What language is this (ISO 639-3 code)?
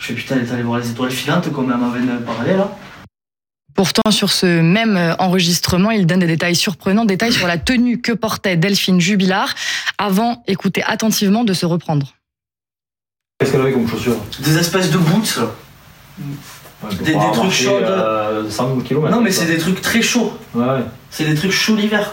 fra